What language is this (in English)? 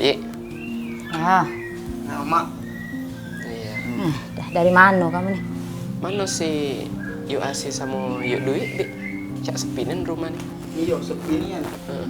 Musi